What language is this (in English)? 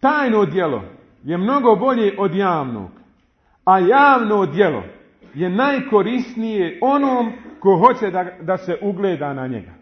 Bosnian